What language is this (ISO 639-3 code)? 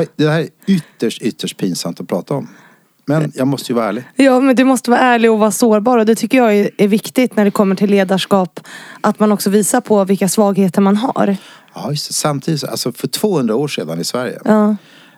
swe